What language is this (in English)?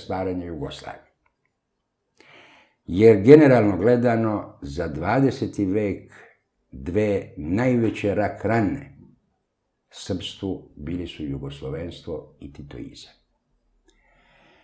Serbian